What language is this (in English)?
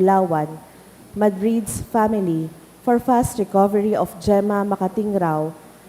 Bikol